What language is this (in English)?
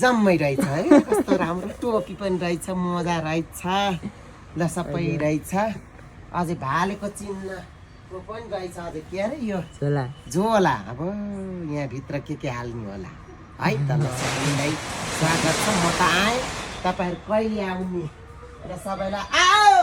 Nepali